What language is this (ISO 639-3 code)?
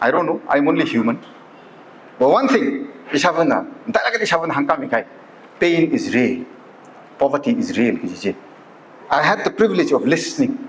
nmf